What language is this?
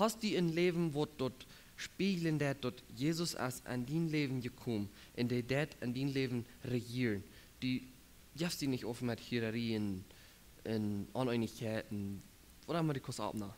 Plautdietsch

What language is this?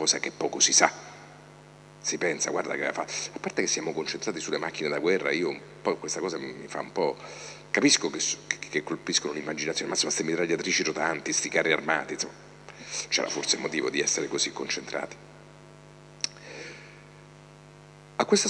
Italian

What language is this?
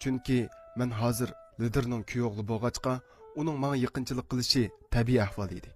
Uyghur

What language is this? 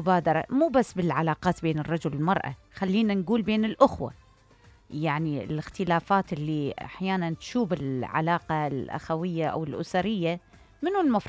Mesopotamian Arabic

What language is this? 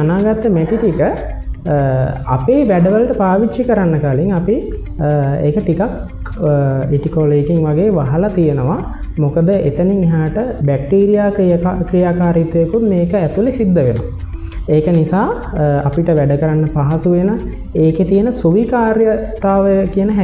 Sinhala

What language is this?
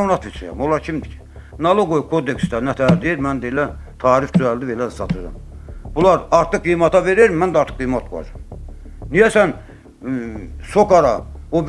Azerbaijani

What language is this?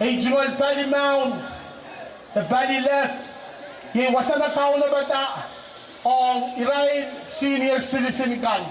Pohnpeian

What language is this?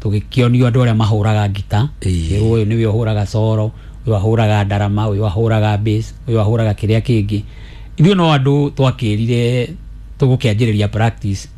Kikuyu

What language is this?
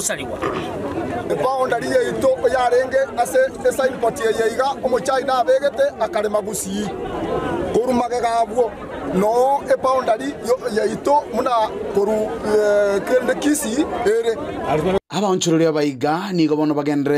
Gusii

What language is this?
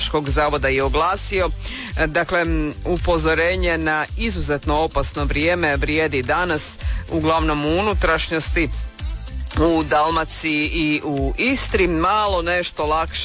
Croatian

